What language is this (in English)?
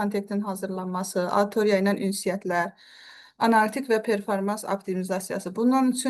Azerbaijani